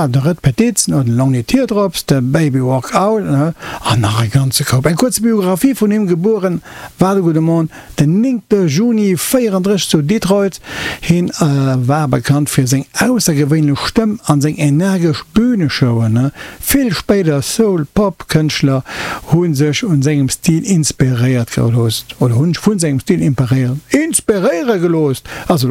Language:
Luxembourgish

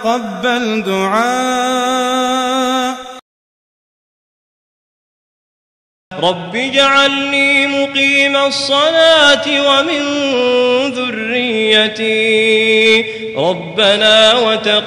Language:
Arabic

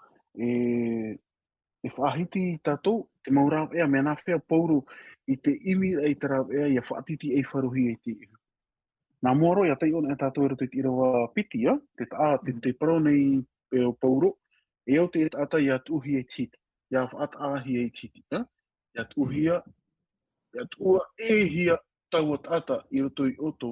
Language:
Tahitian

